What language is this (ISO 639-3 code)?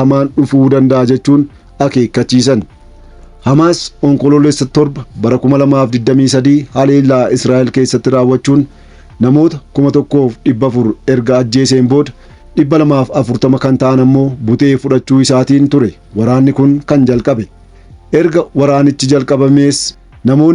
orm